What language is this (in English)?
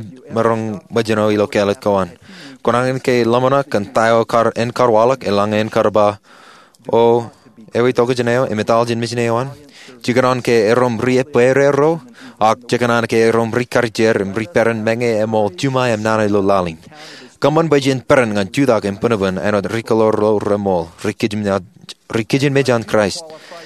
Marshallese